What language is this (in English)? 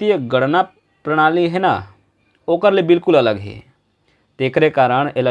Chhattisgarhi